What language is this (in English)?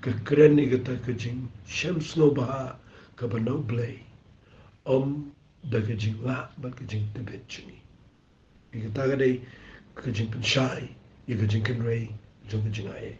Khasi